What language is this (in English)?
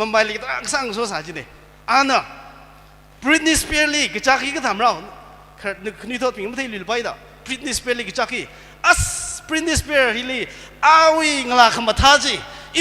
Tangkhul Naga (India)